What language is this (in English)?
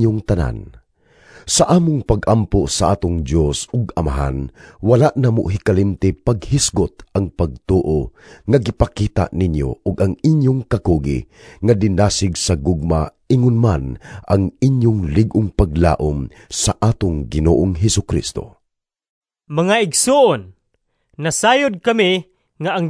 Cebuano